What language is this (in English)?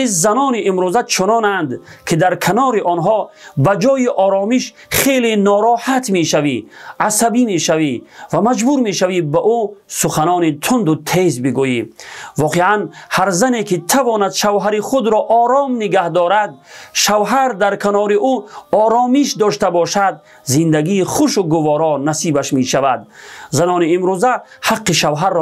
Tajik